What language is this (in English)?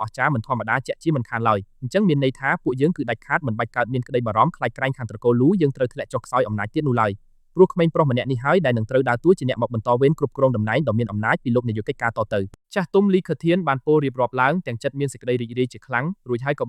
Khmer